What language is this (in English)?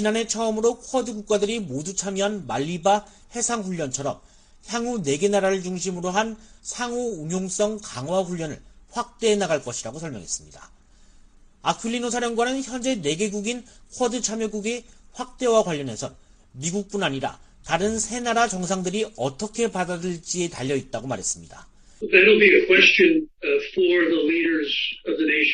Korean